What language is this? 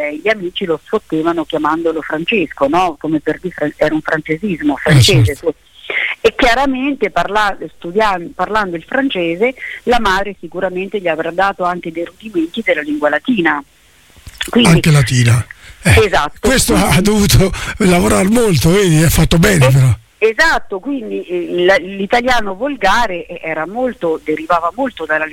Italian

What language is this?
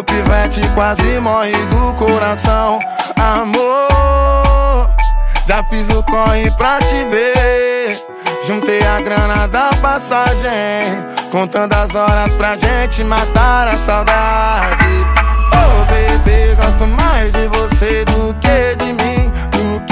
Portuguese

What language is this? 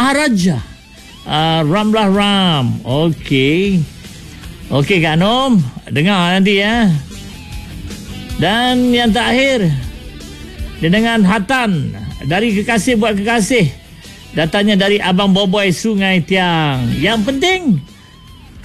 Malay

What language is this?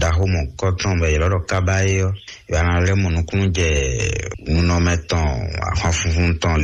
Fon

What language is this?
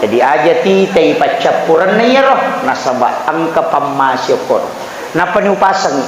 Buginese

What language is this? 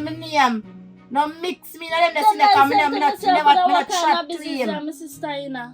Jamaican Creole English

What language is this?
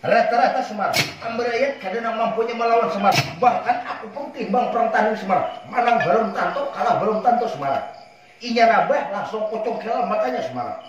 Banjar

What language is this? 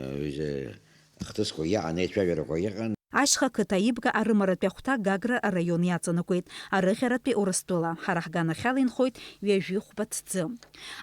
Abkhazian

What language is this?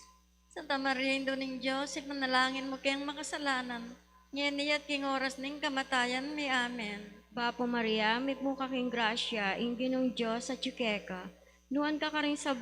Pampanga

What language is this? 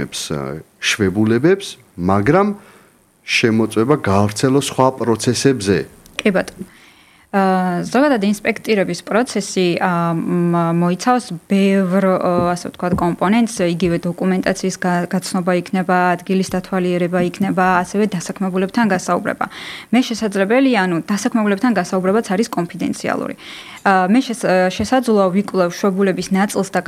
Georgian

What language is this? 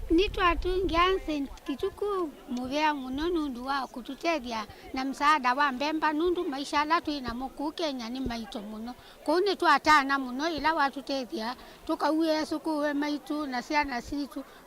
Kamba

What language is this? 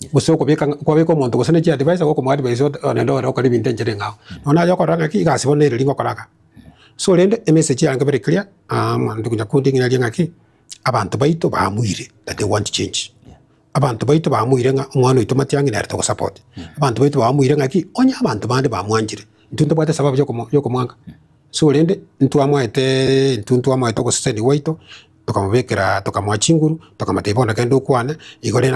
Gusii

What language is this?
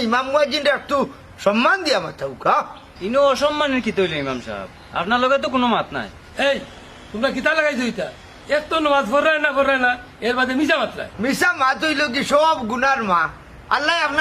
Sylheti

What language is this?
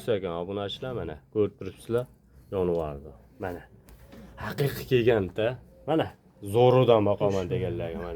Uzbek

